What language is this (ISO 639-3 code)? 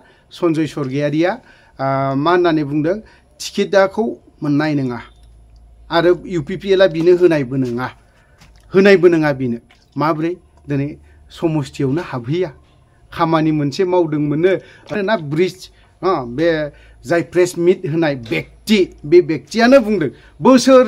brx